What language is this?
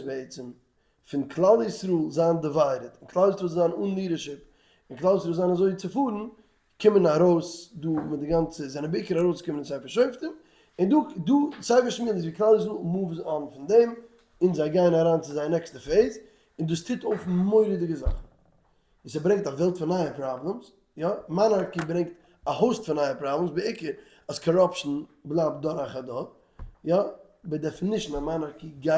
Yiddish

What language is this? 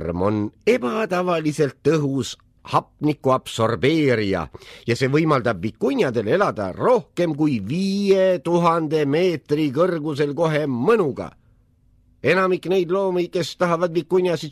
Estonian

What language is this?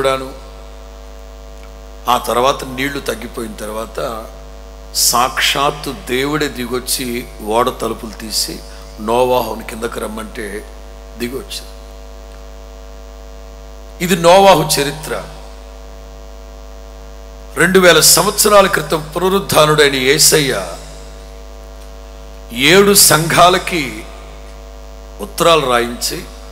Telugu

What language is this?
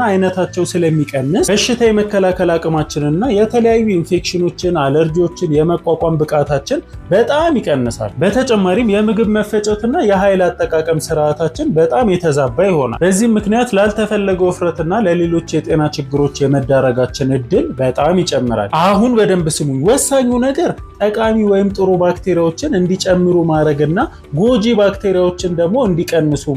Amharic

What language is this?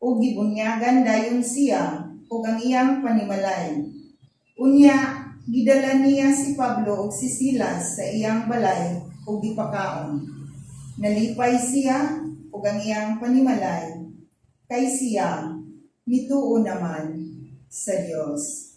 Cebuano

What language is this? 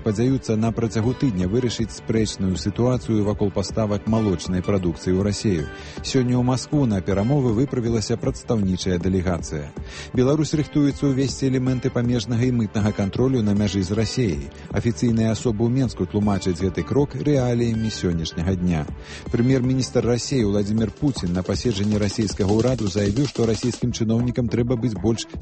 Belarusian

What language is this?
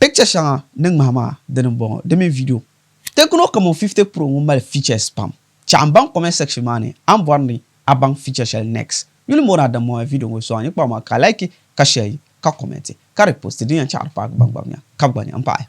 Dagbani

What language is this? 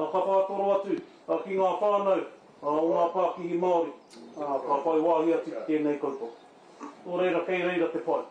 Māori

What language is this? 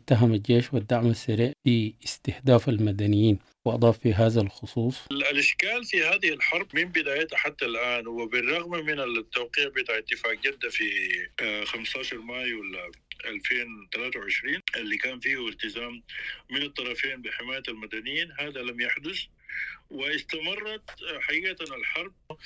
Sudanese Arabic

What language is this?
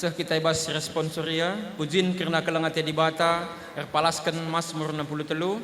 Batak Karo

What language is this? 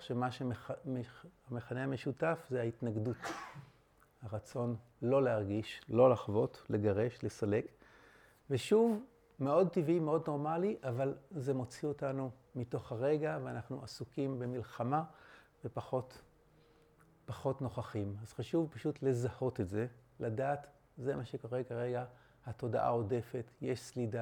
Hebrew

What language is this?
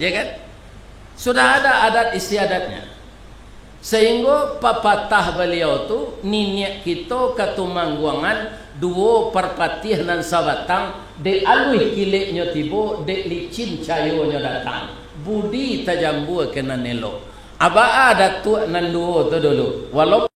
Minangkabau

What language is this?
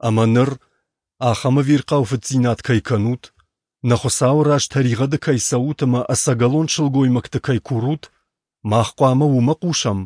Ossetic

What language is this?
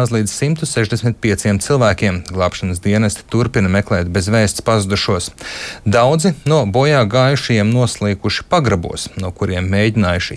Latvian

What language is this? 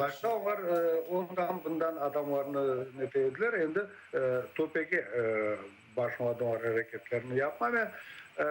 Crimean Tatar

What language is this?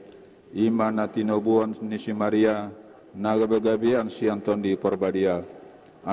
Batak Toba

